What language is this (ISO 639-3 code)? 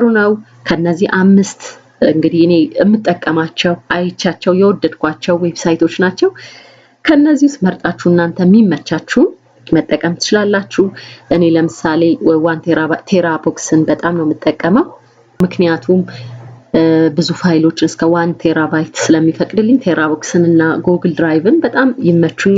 amh